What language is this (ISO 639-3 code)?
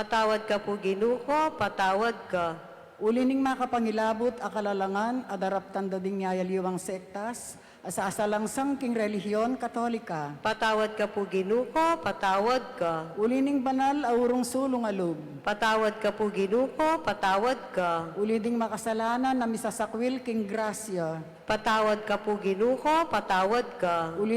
pam